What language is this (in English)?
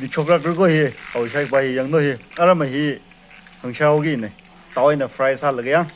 Tangkhul Naga (India)